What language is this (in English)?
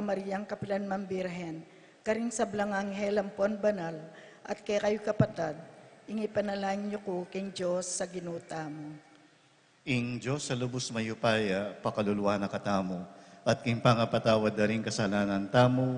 Pampanga